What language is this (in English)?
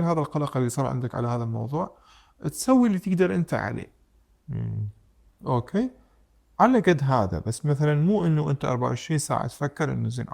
Mesopotamian Arabic